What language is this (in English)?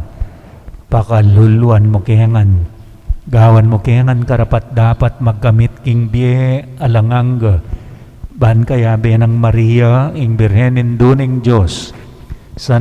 Pampanga